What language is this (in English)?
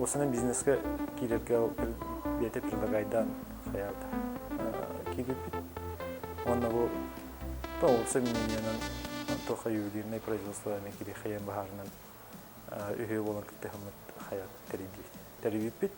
Yakut